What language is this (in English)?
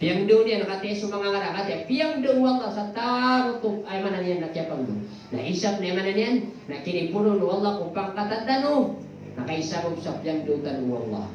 Maranao